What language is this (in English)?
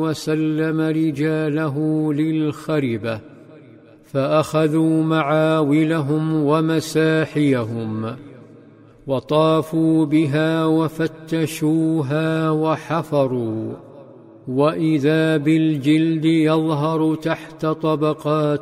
Arabic